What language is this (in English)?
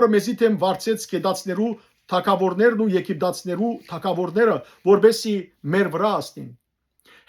Western Armenian